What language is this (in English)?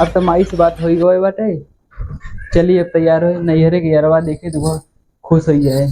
Awadhi